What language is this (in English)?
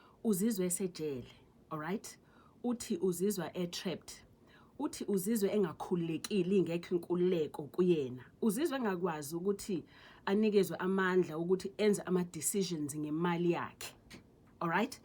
Zulu